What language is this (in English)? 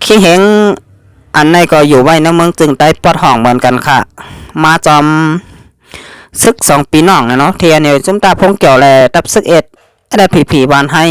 Shan